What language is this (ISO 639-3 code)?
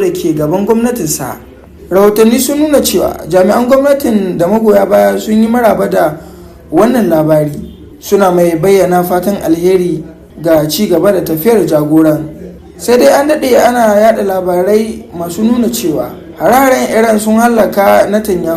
hau